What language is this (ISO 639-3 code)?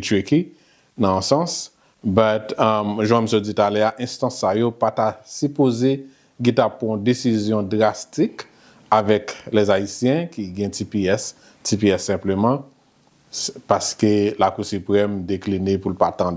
hat